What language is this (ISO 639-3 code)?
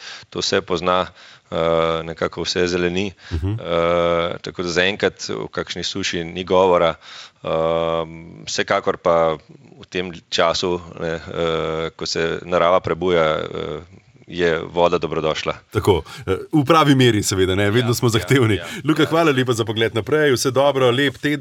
slv